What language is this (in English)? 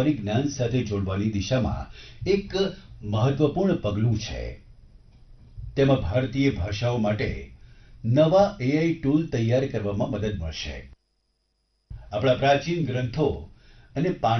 Gujarati